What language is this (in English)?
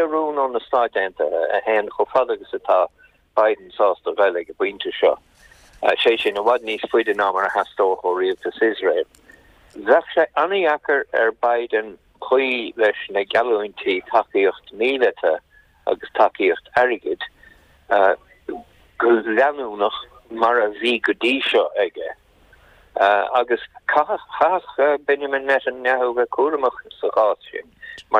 Irish